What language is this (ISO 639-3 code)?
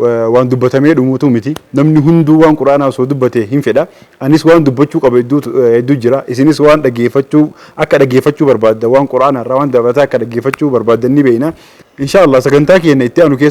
orm